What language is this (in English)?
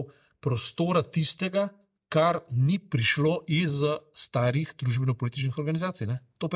Slovenian